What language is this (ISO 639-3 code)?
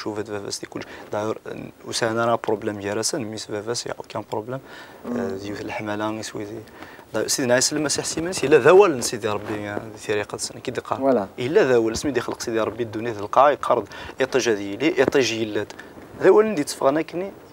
kab